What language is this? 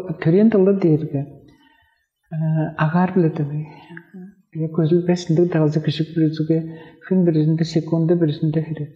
Tuvinian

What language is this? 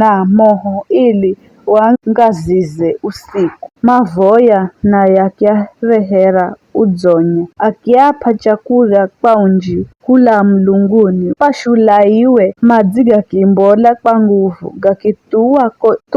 Giryama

